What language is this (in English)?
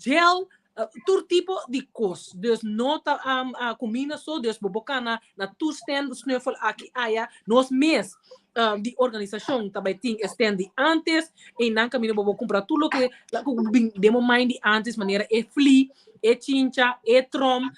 Papiamento